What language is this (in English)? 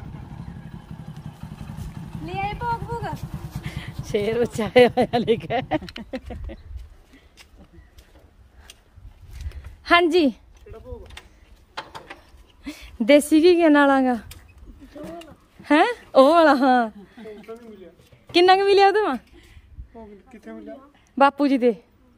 Punjabi